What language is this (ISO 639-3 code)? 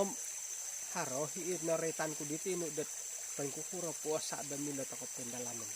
dtp